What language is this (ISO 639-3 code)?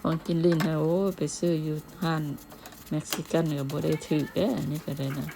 lao